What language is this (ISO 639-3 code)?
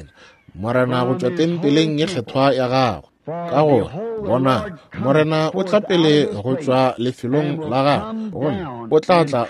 nso